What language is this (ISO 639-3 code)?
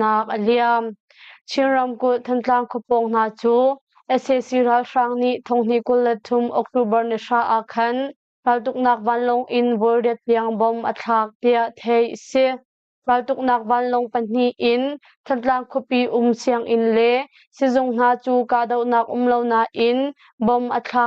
cnh